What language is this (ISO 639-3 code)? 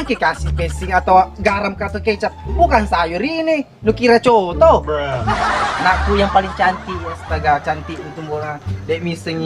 bug